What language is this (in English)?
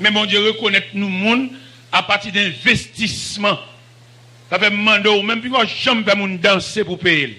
Haitian Creole